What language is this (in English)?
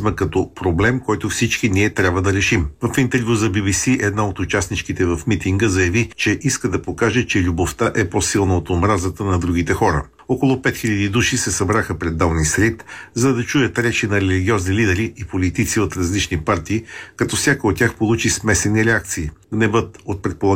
Bulgarian